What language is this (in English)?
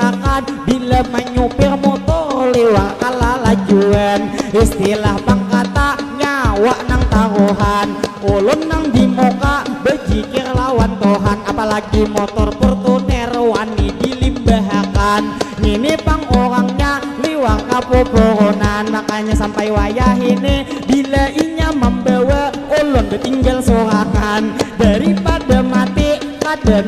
Banjar